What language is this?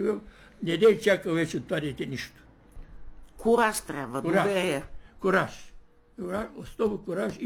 Bulgarian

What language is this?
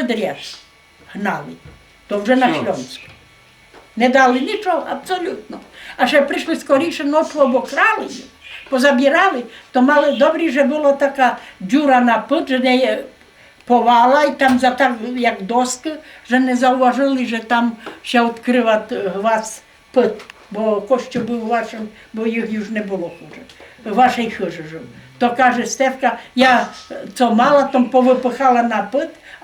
Rusyn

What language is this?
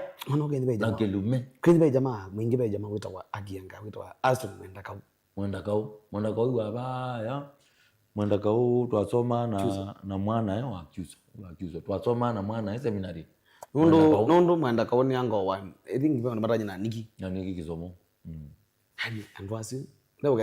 Kamba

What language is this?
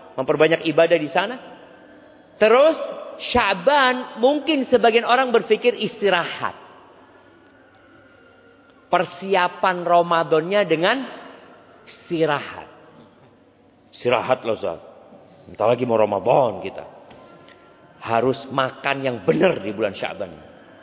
Indonesian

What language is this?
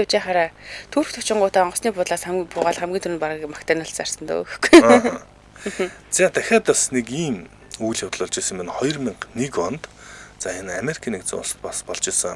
Mongolian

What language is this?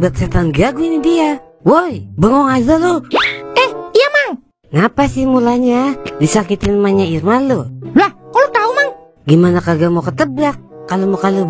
Betawi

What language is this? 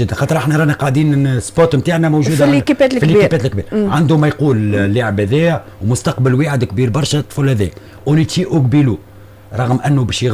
Tunisian Arabic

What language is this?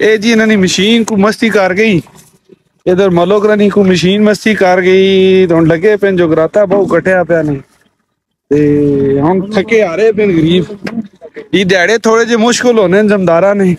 Saraiki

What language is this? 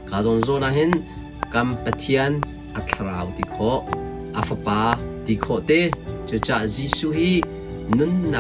Hakha Chin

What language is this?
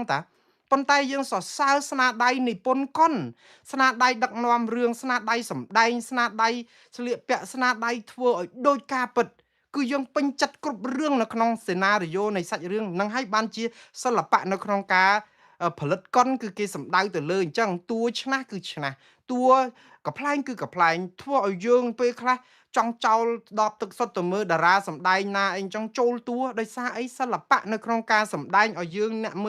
Khmer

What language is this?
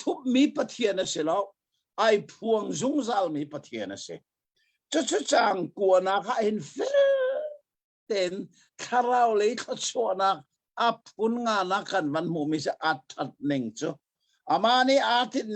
Hakha Chin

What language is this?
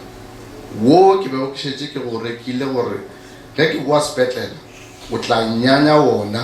Northern Sotho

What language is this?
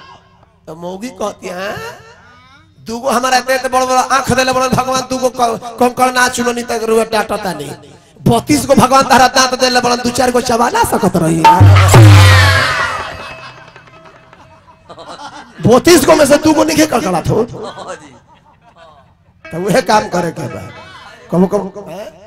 Bhojpuri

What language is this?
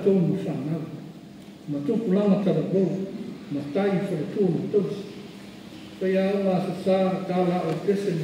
Samoan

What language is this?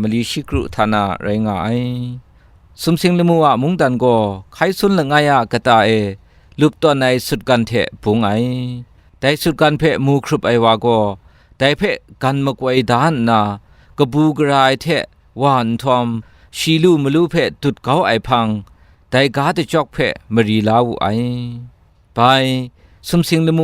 Kachin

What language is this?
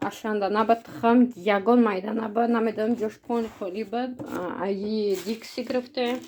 Tajik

